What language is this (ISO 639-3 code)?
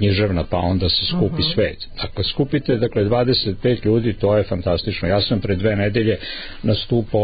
srp